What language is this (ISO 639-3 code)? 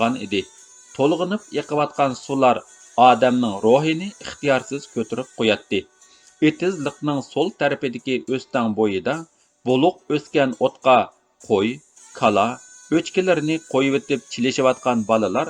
uig